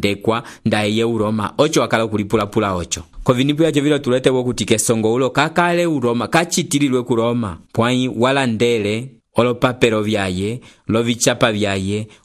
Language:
Umbundu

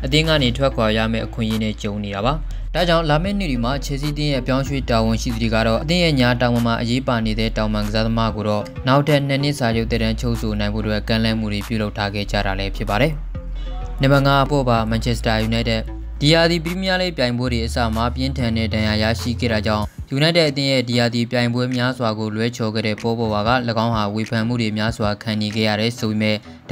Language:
Burmese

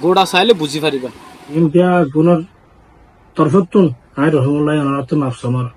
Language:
Rohingya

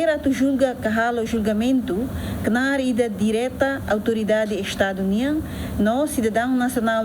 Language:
Tetum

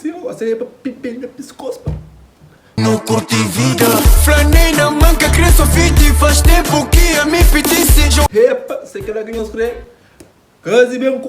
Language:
Kabuverdianu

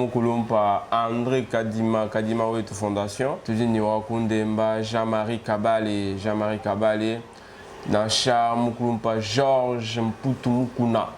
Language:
Luba-Lulua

